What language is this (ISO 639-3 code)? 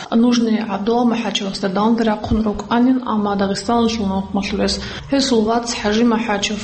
ava